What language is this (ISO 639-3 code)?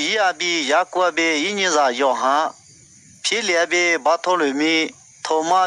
lis